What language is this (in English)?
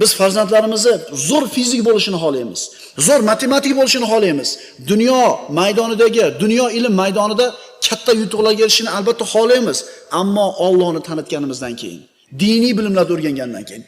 Uzbek